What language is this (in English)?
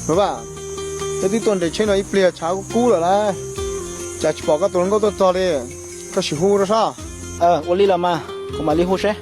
Hmong